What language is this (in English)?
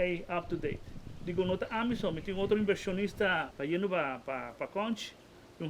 Papiamento